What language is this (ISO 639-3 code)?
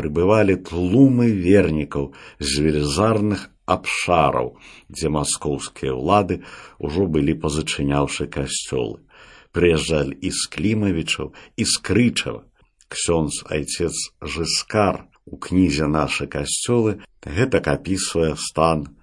bel